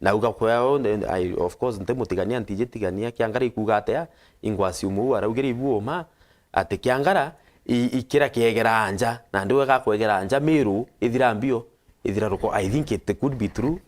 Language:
Meru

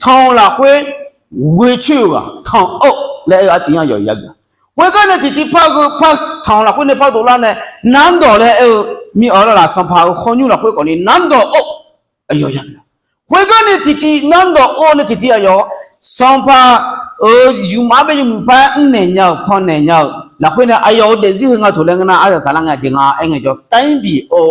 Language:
Akha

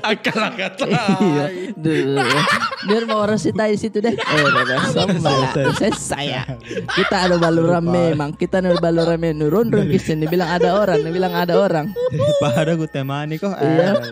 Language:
Makassar Malay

